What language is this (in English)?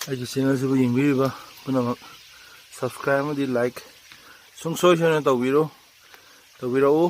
Manipuri